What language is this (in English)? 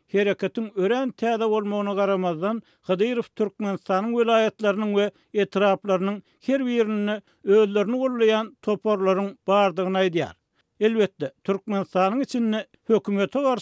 Turkmen